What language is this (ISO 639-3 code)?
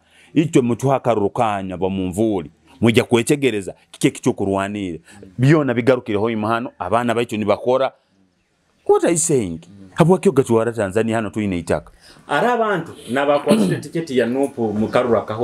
nyo